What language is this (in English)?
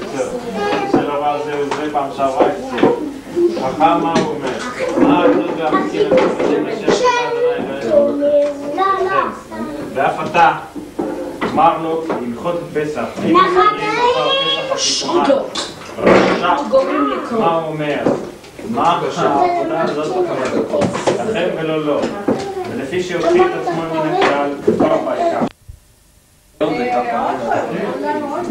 Hebrew